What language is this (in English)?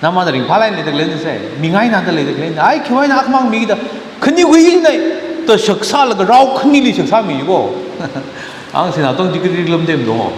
Tangkhul Naga (India)